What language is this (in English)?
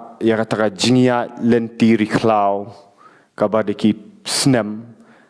Khasi